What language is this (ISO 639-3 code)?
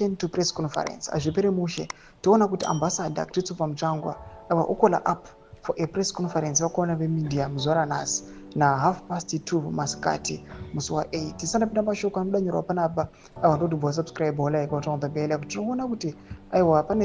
sna